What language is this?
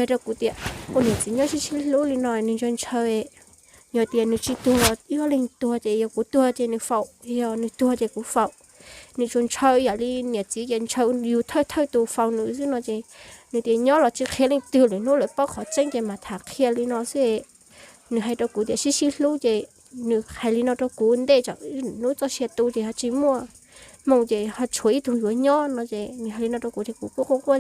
Hmong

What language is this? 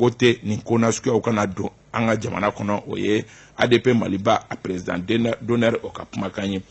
Bambara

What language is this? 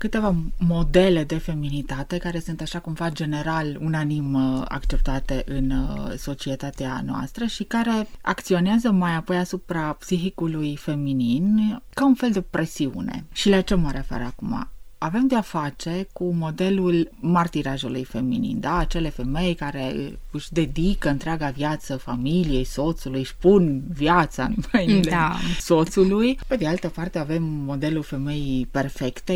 Romanian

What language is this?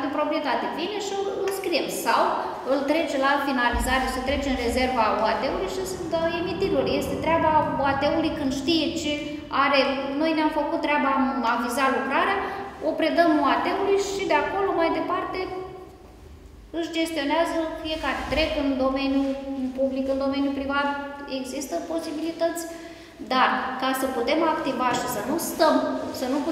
Romanian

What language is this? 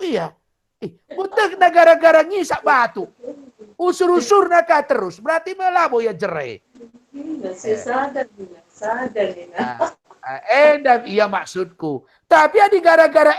Batak Karo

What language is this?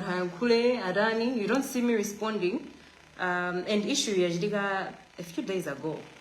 Nyanja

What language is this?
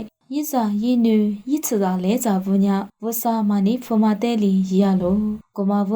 Lisu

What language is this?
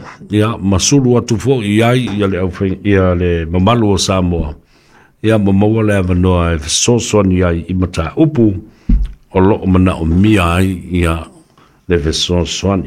Samoan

